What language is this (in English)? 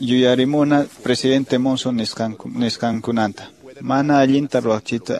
Quechua